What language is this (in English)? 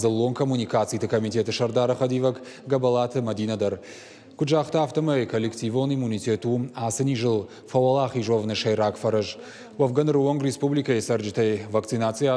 Ossetic